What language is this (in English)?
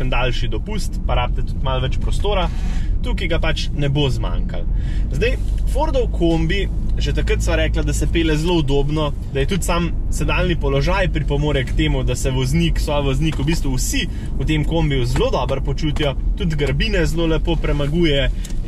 Slovenian